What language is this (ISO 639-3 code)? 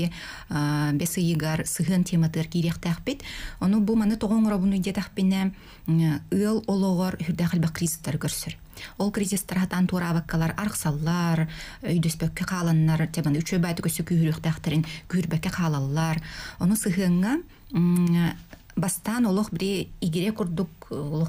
sah